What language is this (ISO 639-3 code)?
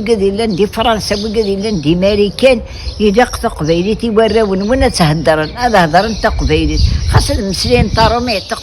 kab